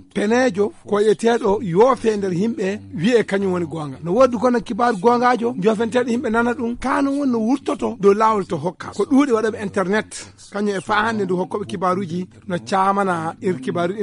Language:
Fula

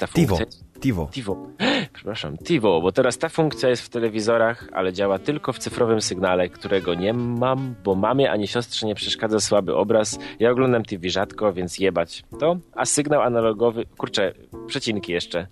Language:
Polish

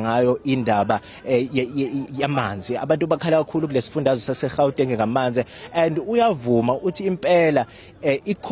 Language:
Zulu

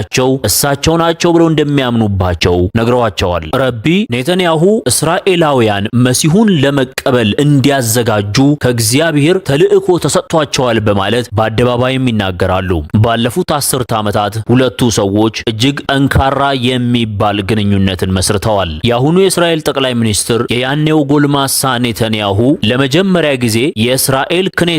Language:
Amharic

